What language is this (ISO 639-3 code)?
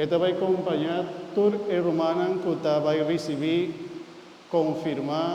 pap